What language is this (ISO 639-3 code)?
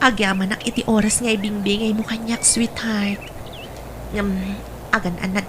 ilo